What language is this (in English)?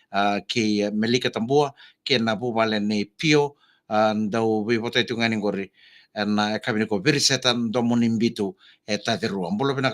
Fijian